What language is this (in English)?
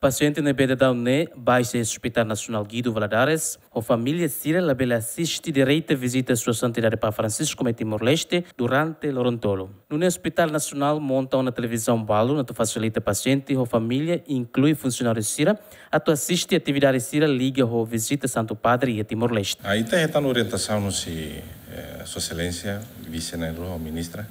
Tetum